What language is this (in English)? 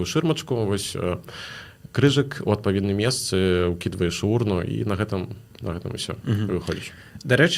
Belarusian